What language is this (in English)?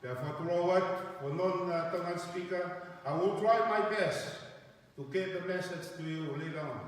Tongan